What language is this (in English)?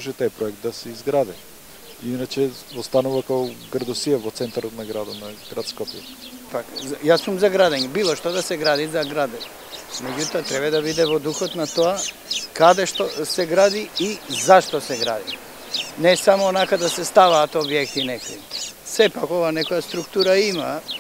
Macedonian